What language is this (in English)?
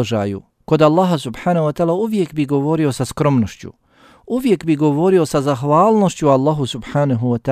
Bosnian